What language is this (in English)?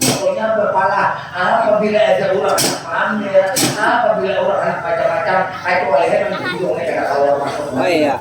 Banjar